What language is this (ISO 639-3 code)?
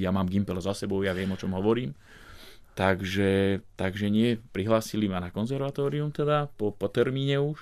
slk